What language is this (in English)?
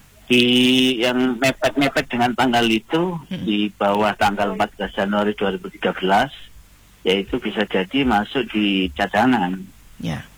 Indonesian